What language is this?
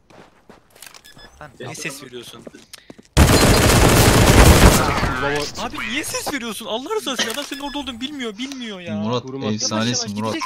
Turkish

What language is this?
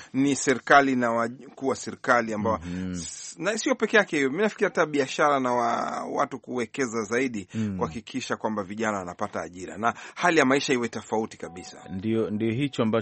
Swahili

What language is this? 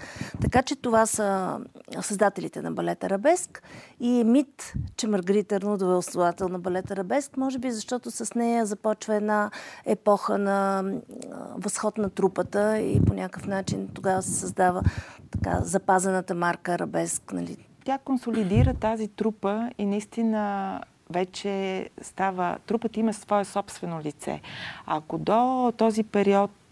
Bulgarian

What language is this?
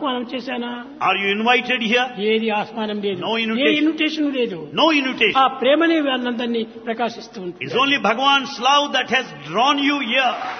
Telugu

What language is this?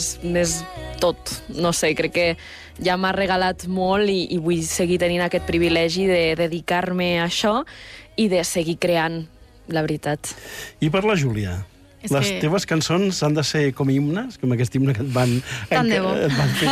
Catalan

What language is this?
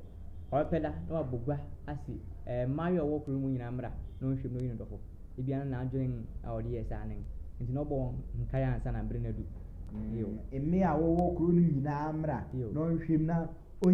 Akan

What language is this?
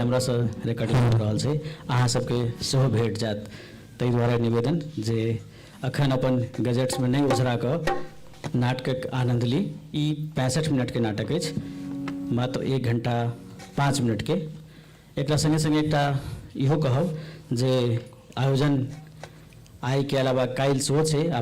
Maithili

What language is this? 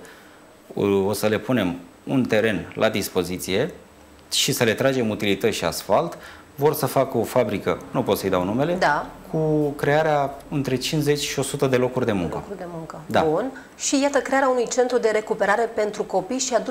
Romanian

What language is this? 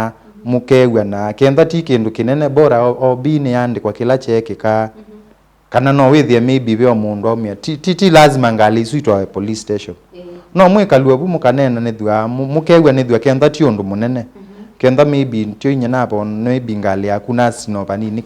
Kamba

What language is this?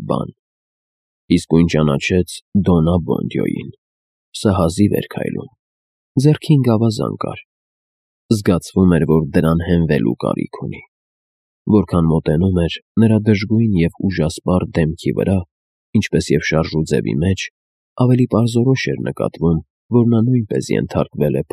Armenian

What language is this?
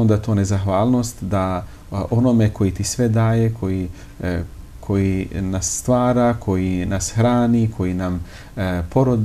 Bosnian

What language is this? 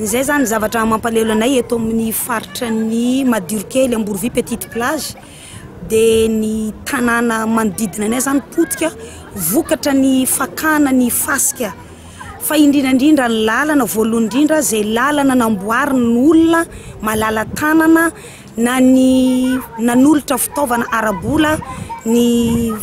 Malagasy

